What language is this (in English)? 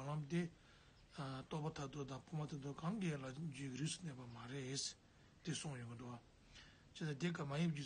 Tibetan